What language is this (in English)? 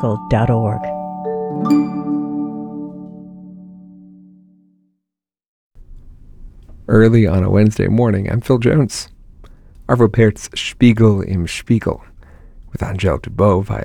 English